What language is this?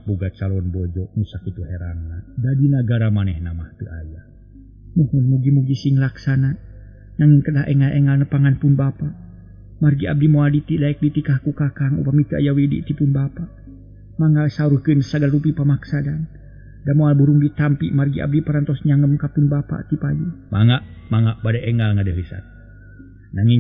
Sundanese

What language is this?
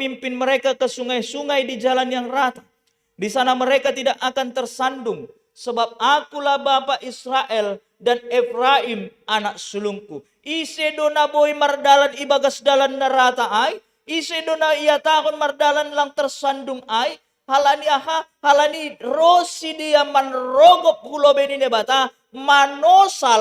Batak Simalungun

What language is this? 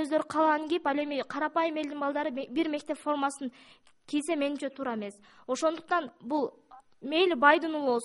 Kyrgyz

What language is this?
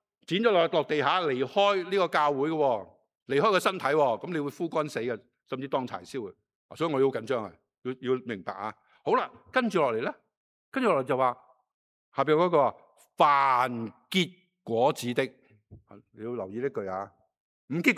Cantonese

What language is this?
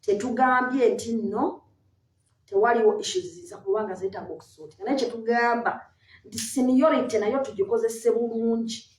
Ganda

